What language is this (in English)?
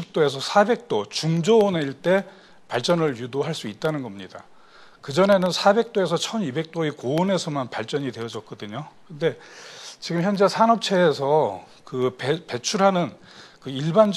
Korean